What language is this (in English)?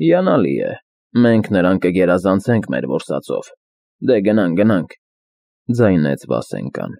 Armenian